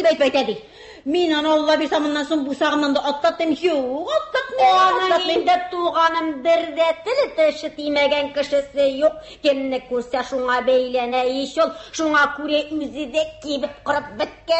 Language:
Tatar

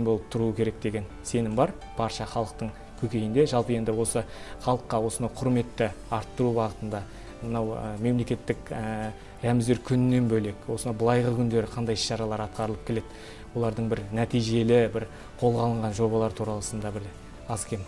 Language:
Kazakh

